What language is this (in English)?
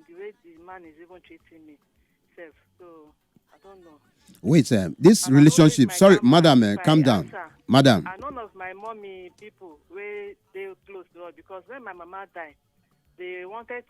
Nigerian Pidgin